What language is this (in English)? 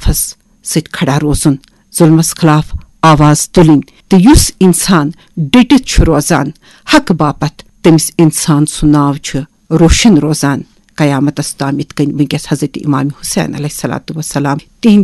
Kashmiri